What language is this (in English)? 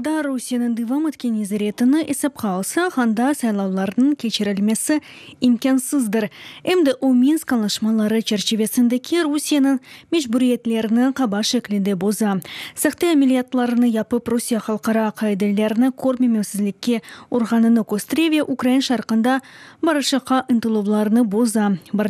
Crimean Tatar